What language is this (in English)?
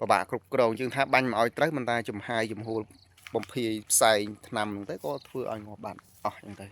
Khmer